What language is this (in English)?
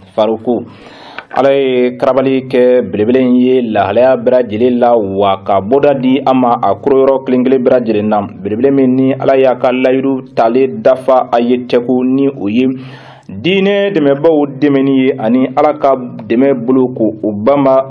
Bambara